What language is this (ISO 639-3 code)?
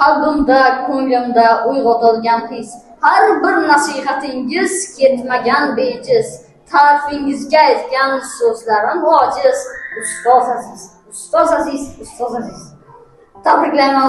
uzb